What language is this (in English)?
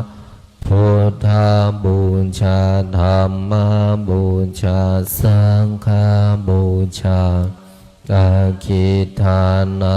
Pali